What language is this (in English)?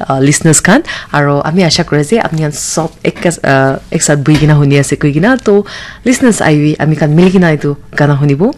Naga Pidgin